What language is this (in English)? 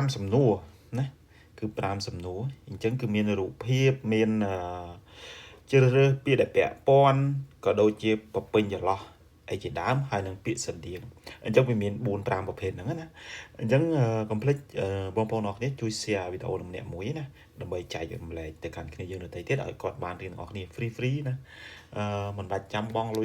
Khmer